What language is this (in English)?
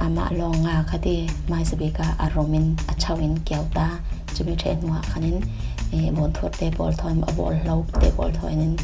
Falam Chin